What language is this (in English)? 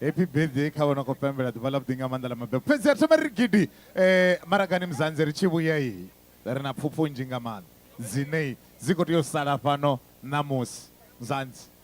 Venda